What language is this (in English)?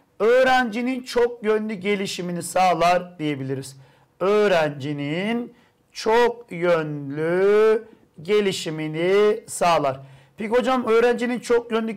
Turkish